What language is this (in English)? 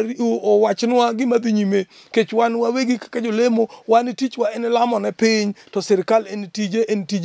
Luo (Kenya and Tanzania)